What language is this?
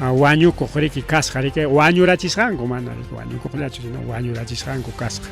Ayacucho Quechua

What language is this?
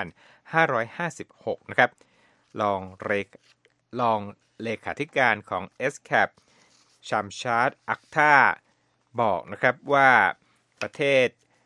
Thai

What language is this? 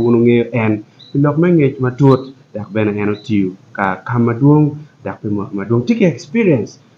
Acoli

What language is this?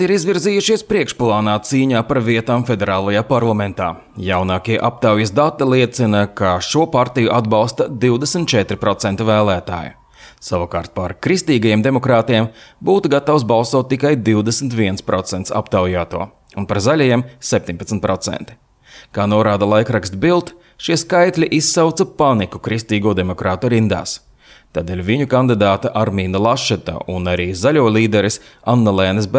Latvian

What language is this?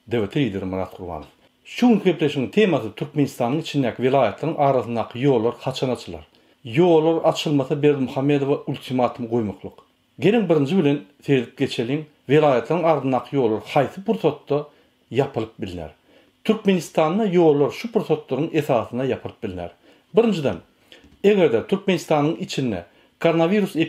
Turkmen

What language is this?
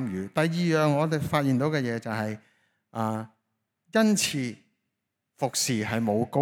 Cantonese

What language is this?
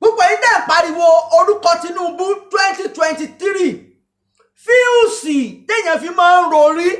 Yoruba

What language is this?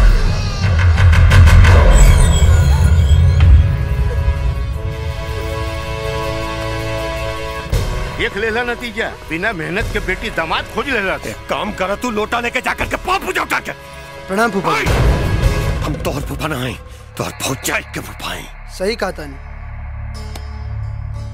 Bhojpuri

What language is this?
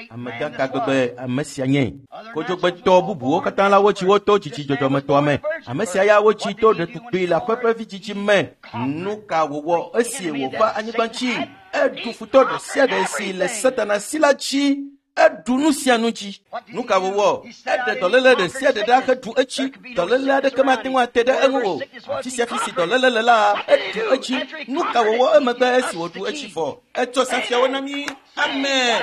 Ewe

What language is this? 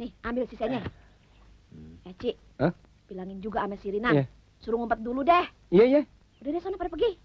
Betawi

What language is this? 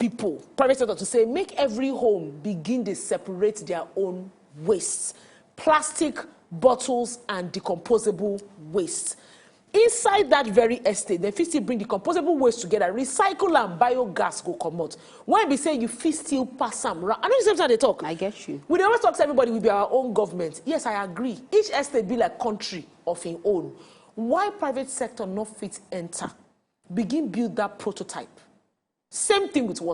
Nigerian Pidgin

